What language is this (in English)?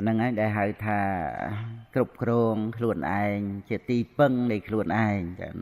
Khmer